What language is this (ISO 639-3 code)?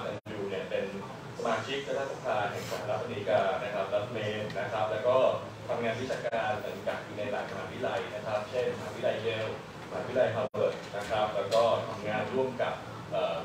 tha